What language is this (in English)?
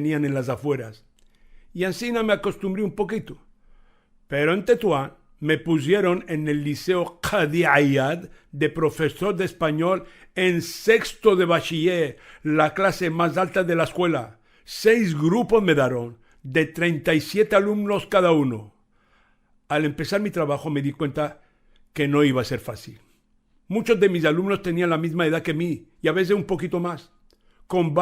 Ladino